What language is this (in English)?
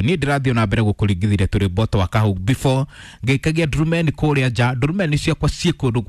Kikuyu